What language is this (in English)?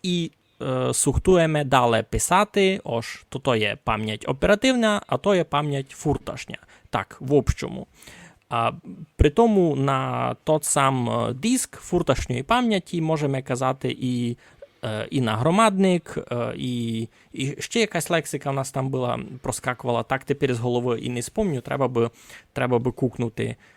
Rusyn